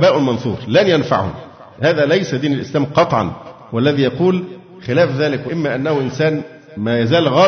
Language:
Arabic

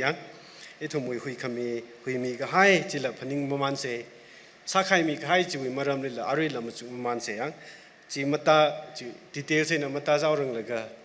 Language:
Tangkhul Naga (India)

